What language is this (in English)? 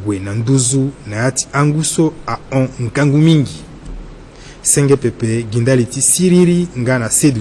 Sango